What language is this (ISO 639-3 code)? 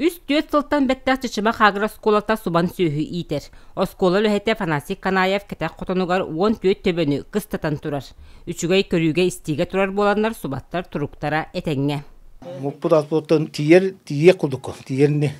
sah